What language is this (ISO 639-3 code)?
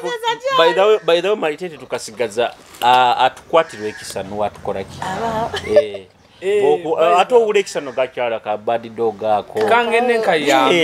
nyo